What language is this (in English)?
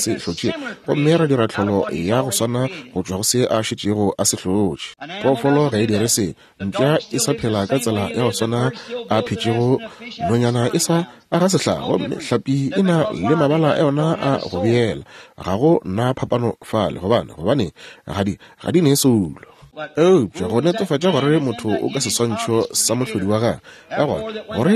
Northern Sotho